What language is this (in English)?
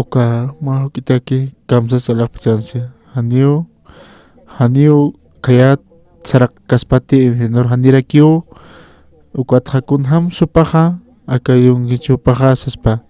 Aymara